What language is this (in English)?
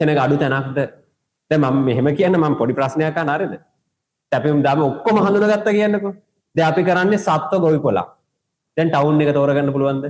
Sinhala